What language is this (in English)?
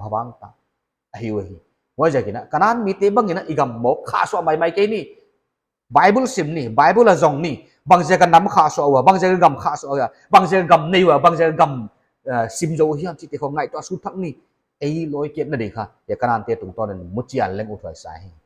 Paite Chin